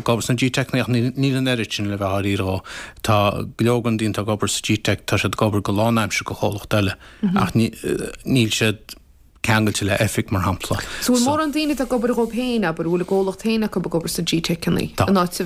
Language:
Irish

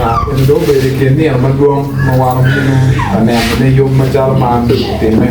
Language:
Acoli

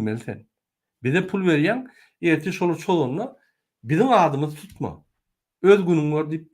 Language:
Turkmen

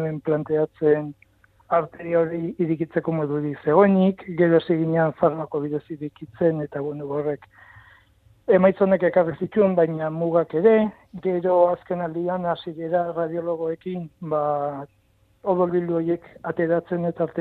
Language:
Basque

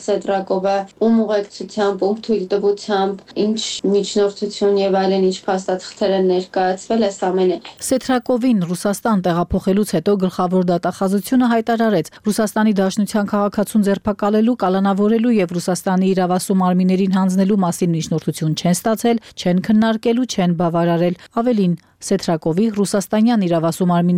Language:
Armenian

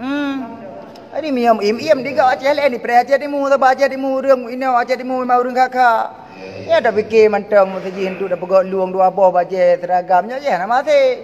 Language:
Achinese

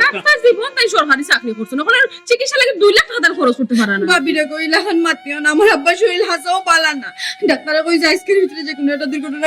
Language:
Sylheti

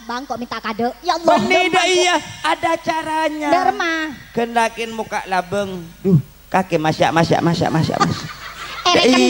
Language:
Madurese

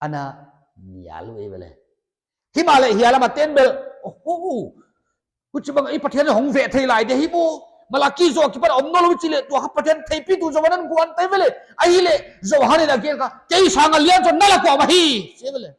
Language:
Paite Chin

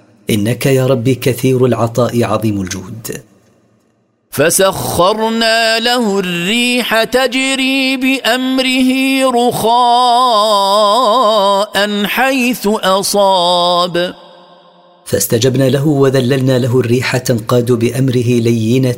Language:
Arabic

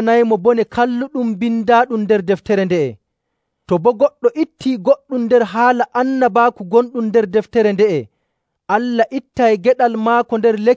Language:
Nigerian Fulfulde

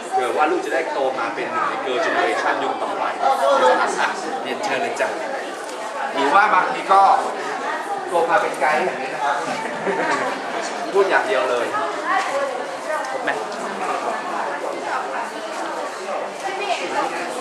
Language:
Thai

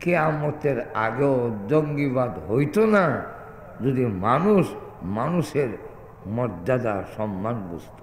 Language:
Sylheti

